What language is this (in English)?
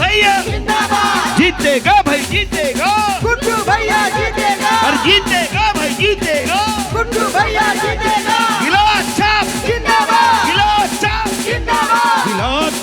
Chhattisgarhi